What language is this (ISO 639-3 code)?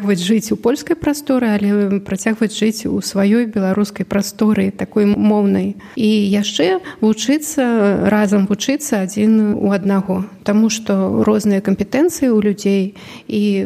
bel